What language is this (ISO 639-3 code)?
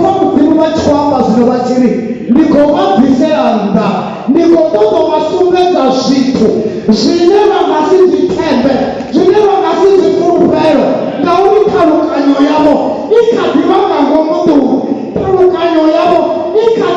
ven